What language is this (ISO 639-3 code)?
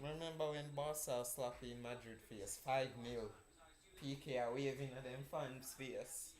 jam